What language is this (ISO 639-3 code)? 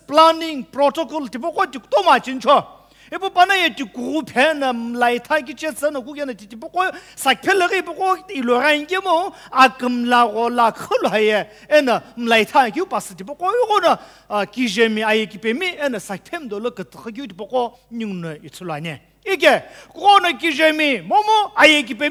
nsm